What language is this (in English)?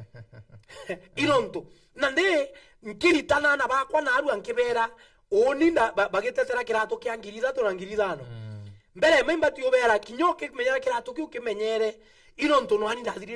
Meru